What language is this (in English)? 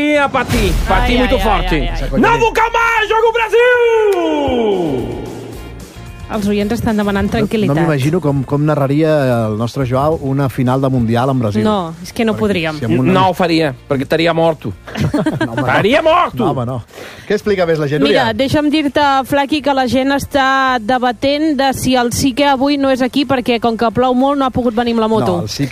Catalan